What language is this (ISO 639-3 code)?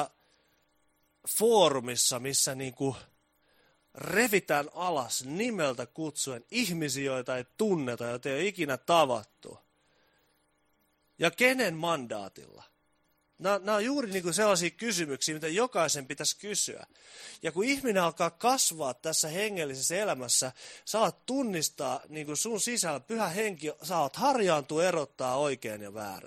fin